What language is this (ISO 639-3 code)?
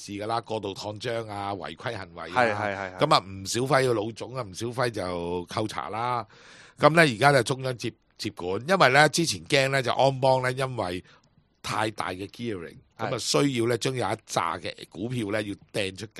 yue